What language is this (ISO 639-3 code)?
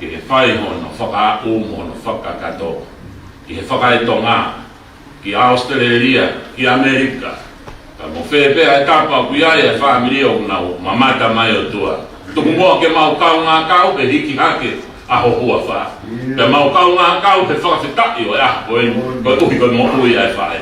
ton